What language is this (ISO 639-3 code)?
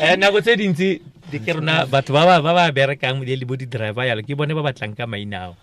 tsn